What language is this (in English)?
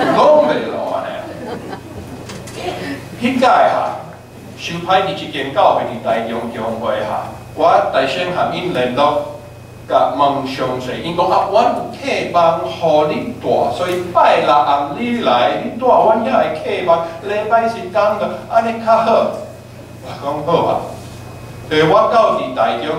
Min Nan Chinese